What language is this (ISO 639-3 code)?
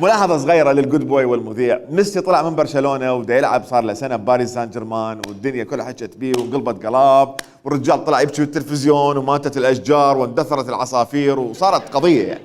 acm